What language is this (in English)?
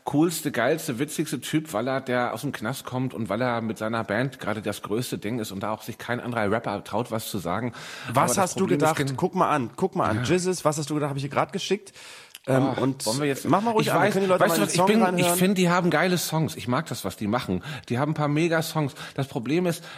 German